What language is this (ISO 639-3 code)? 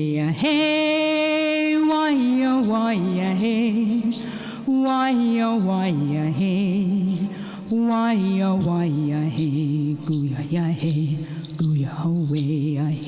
moh